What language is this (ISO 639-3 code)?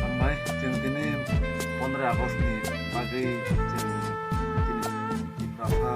trp